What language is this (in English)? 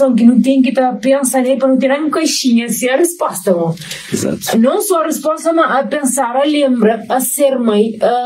Kabuverdianu